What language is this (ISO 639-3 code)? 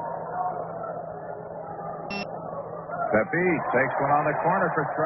eng